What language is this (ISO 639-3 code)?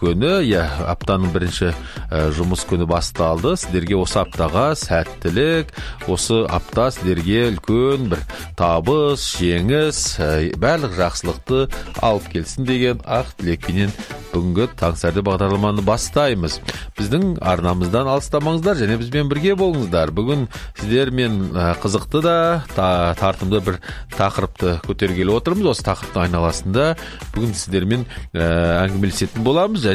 kaz